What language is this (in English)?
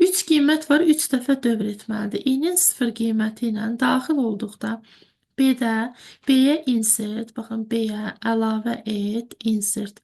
Azerbaijani